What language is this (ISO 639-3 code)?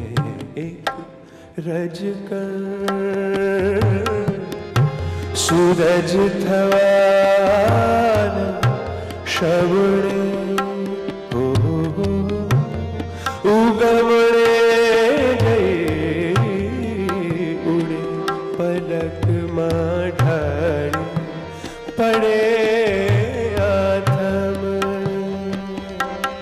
guj